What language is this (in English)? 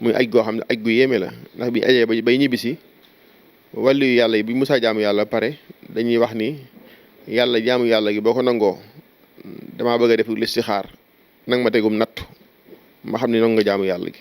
Wolof